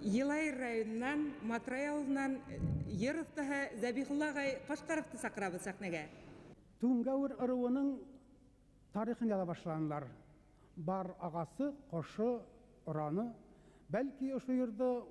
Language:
Bashkir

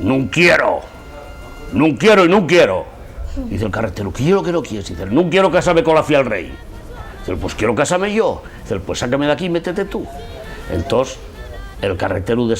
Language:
Asturian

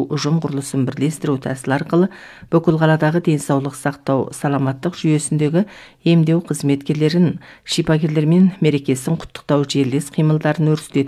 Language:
Kazakh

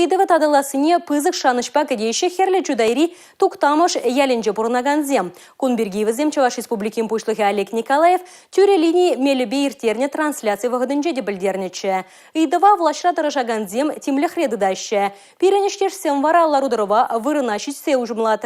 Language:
Chuvash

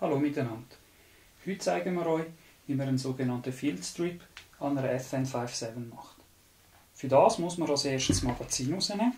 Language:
Swiss German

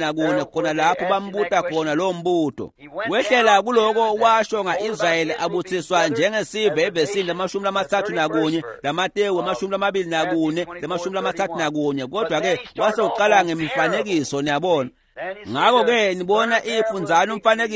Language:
Swati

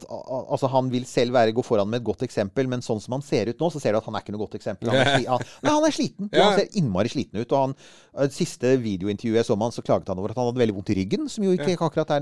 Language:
Norwegian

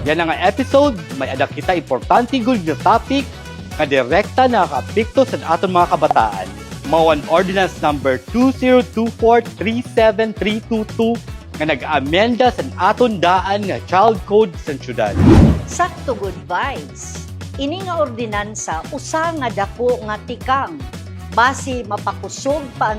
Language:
Waray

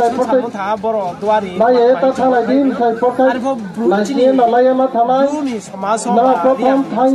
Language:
Riang (India)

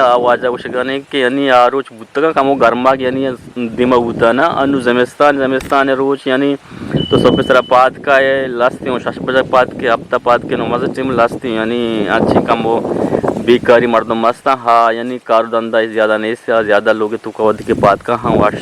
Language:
Eastern Balochi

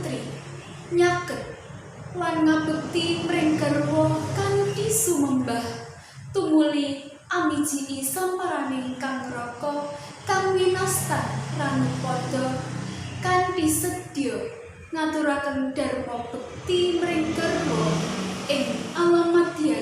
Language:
Javanese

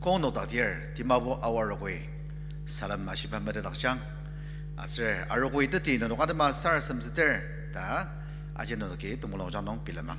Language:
Ao Naga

